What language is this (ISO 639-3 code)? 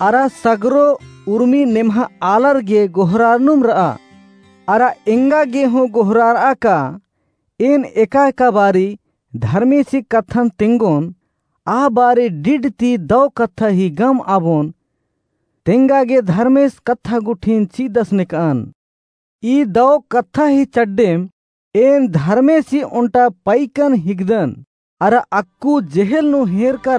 kru